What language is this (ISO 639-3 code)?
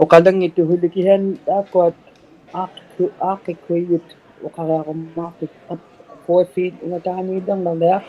iku